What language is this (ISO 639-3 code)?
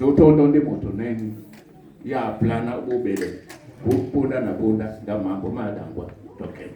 dua